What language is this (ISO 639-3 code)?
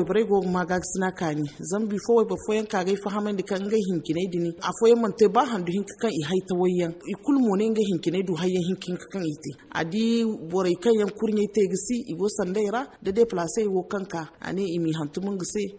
dje